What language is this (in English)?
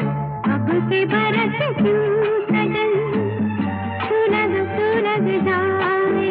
Hindi